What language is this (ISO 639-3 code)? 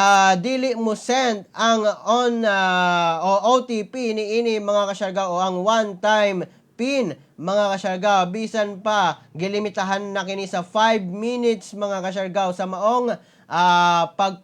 ceb